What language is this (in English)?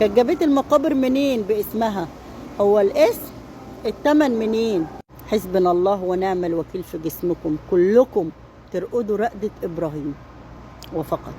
Egyptian Arabic